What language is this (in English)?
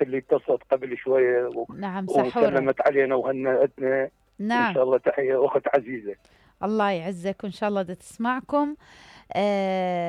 Mesopotamian Arabic